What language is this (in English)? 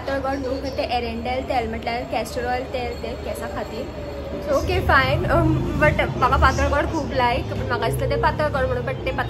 Konkani